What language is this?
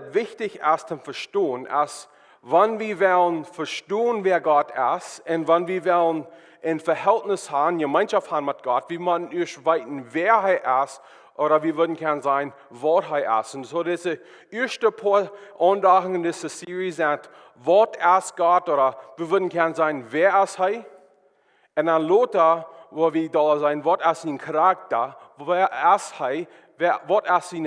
Plautdietsch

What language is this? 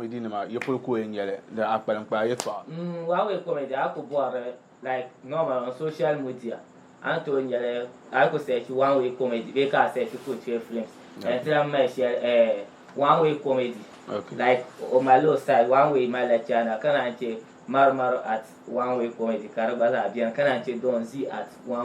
Dagbani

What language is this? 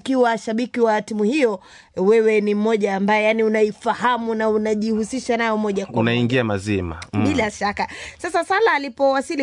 Swahili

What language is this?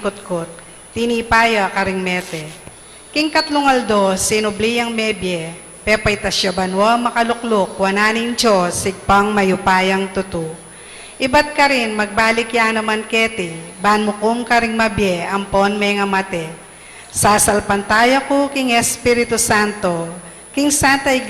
Pampanga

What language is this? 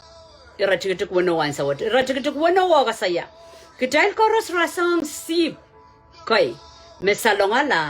Pohnpeian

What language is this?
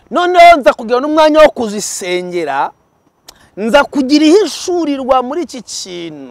Kinyarwanda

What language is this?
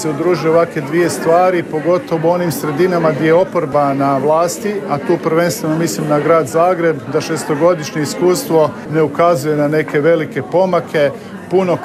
Croatian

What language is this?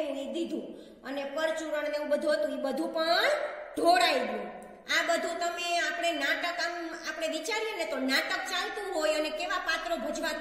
Gujarati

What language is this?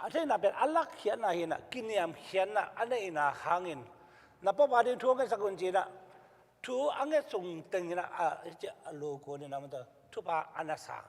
Tedim Chin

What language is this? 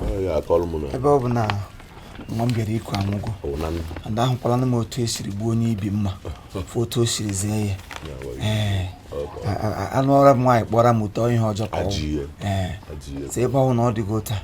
Igbo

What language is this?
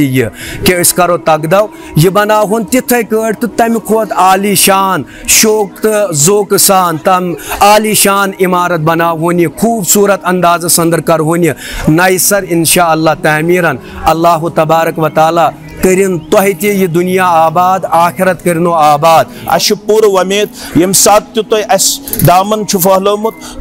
Kashmiri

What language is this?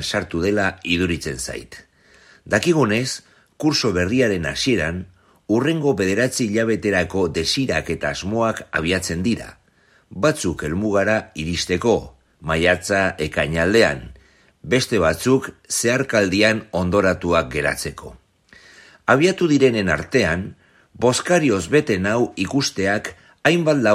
Basque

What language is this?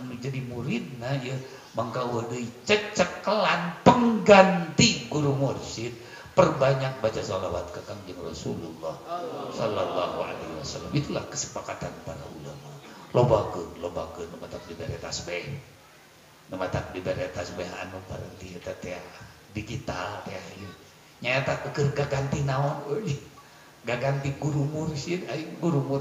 Sundanese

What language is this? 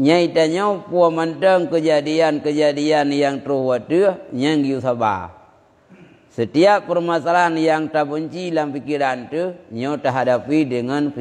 Achinese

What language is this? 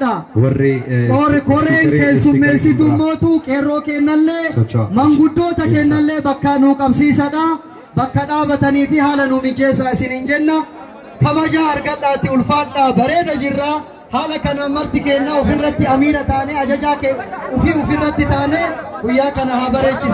Oromo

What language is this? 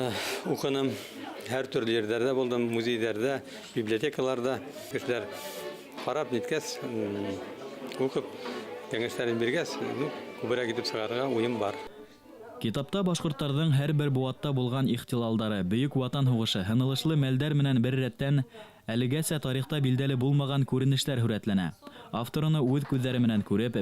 Bashkir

